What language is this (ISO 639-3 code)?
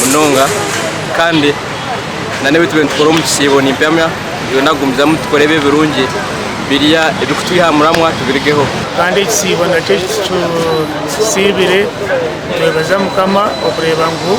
nyn